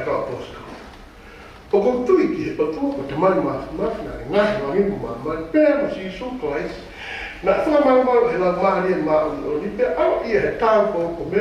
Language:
Tongan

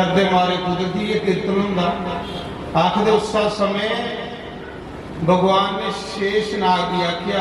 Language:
Dogri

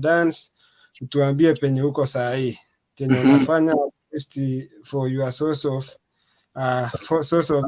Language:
Kalenjin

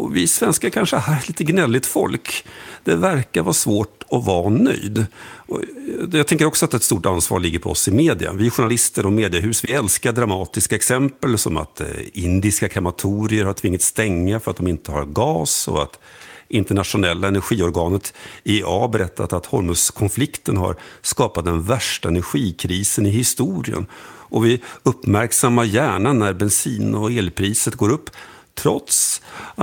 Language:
Swedish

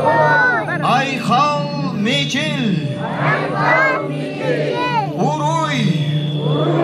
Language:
Yakut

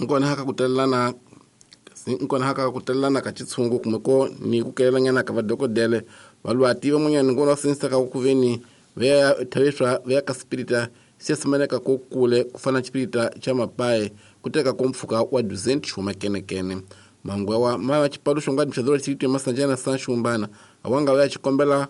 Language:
Tsonga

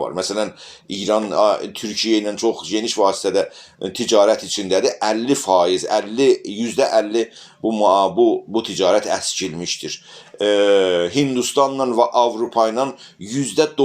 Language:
South Azerbaijani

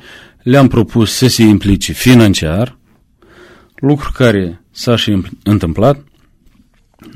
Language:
Romanian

